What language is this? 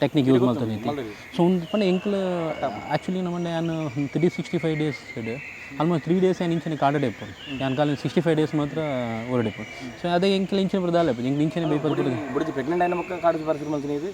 Tulu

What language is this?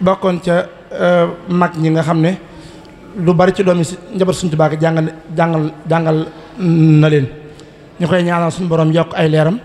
Wolof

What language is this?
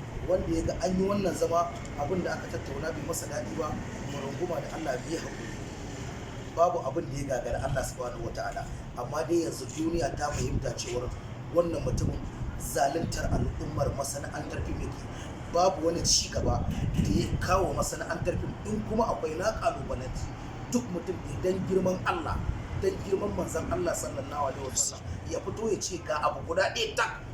Hausa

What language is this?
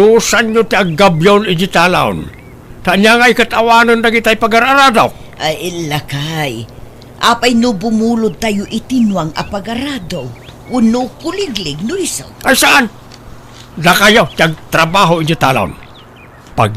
Iloko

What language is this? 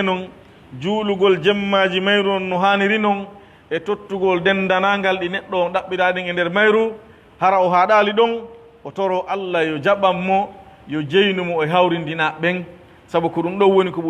Pular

